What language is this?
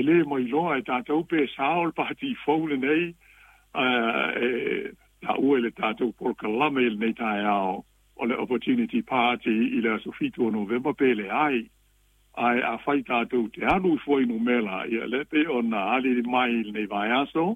Samoan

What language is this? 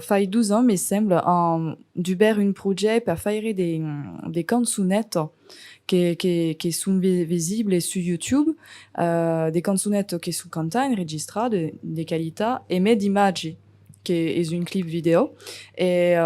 Occitan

